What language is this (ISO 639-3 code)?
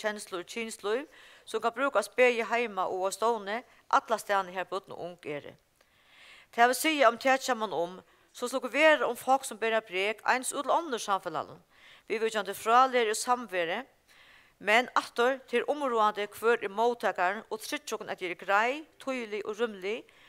fao